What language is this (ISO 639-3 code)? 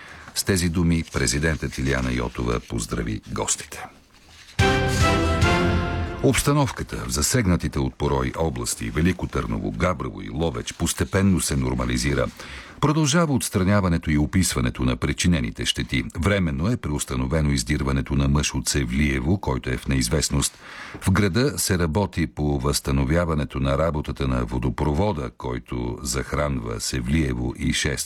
bul